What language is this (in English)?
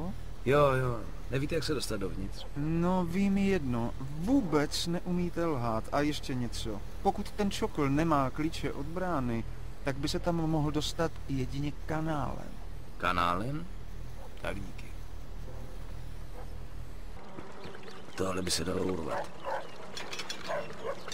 Czech